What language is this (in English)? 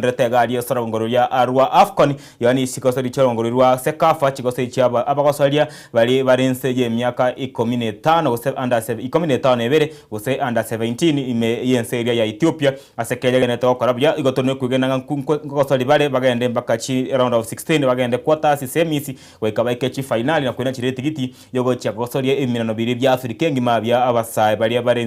Gusii